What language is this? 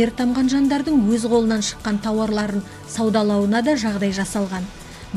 Kazakh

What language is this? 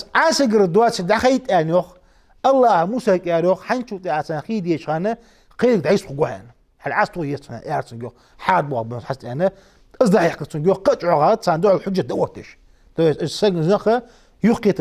Ingush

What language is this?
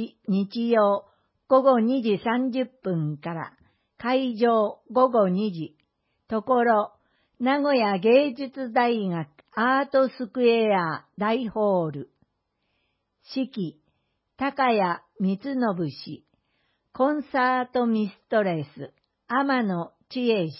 Japanese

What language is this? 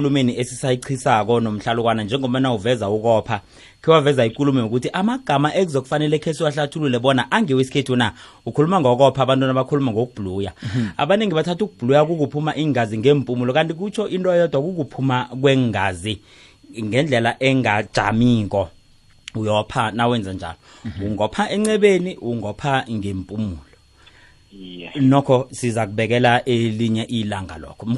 South Ndebele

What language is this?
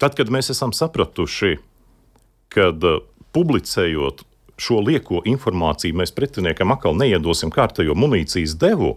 Latvian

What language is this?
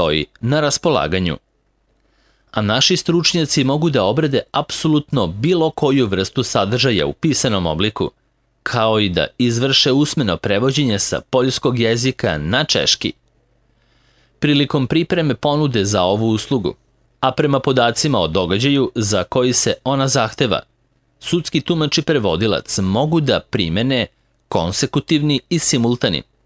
Serbian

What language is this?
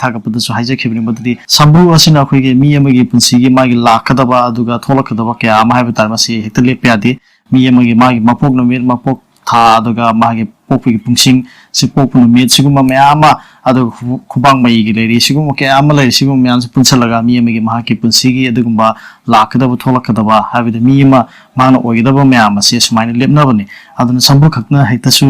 Manipuri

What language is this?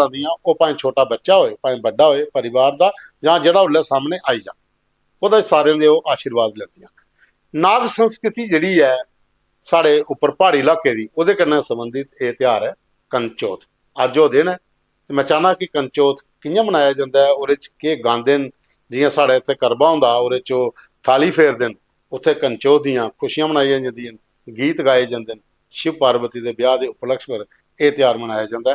Dogri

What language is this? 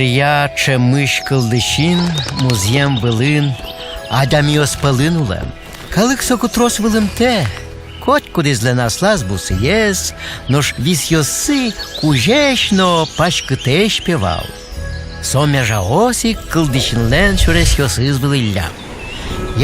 Udmurt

